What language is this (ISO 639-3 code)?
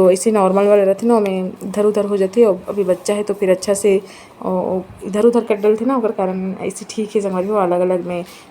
hne